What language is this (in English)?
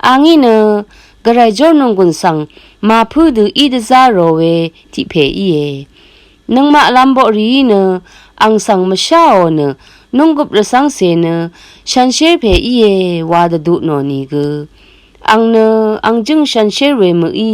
Rawang